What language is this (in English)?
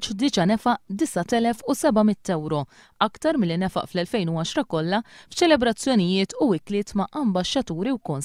Maltese